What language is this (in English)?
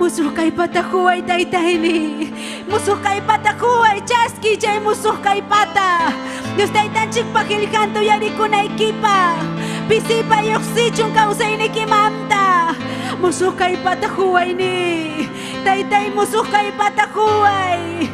Ayacucho Quechua